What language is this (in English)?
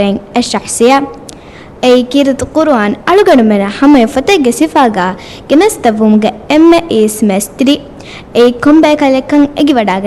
Divehi